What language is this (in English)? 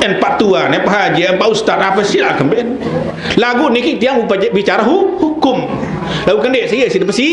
Sasak